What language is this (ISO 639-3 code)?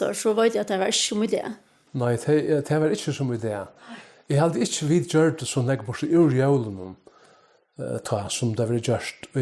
fao